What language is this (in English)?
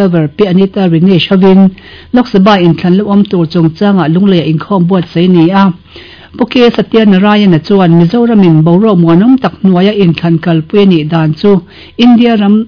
Mizo